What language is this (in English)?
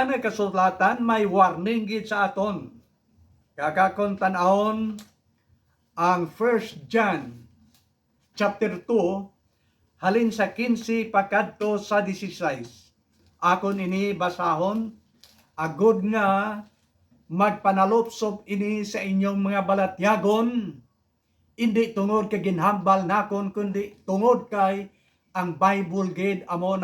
Hiligaynon